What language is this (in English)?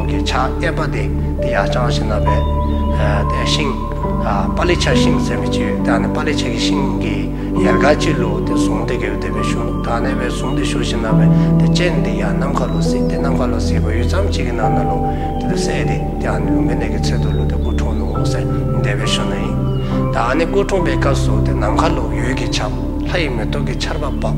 Dzongkha